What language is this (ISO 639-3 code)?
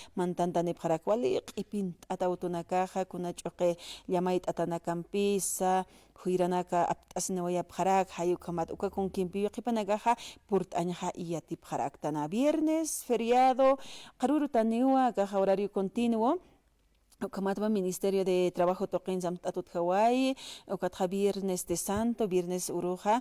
aym